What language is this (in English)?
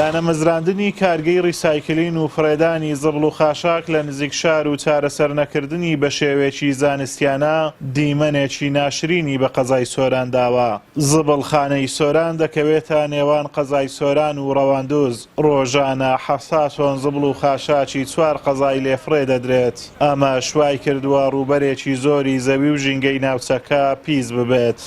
Central Kurdish